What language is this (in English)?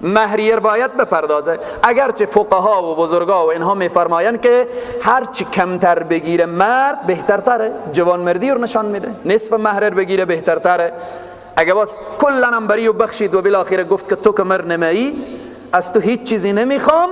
Persian